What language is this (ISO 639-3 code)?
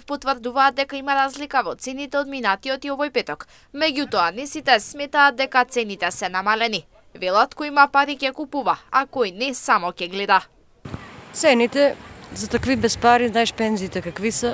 mkd